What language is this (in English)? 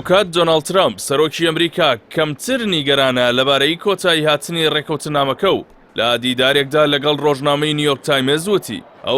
Central Kurdish